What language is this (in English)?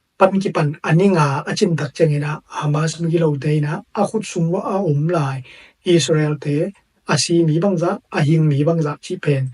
Tedim Chin